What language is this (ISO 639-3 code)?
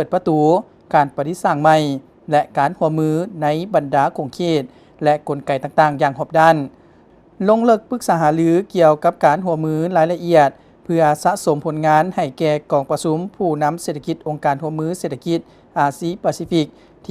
lao